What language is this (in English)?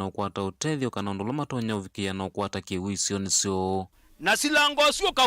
Kamba